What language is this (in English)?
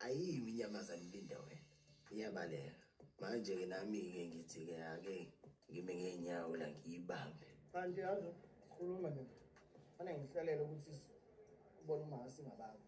Zulu